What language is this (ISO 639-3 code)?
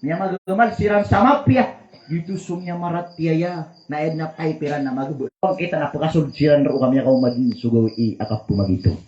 mrw